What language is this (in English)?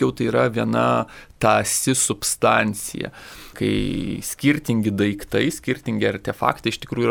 Lithuanian